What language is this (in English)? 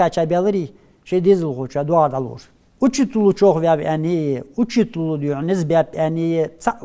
Ingush